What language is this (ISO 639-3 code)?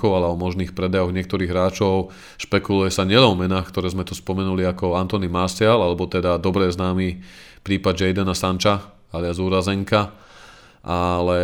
slk